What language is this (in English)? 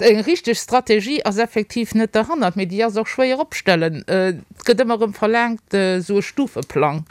Luxembourgish